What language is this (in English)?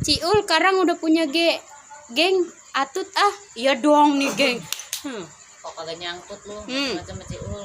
Betawi